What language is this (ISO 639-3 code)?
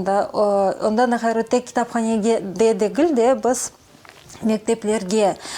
crh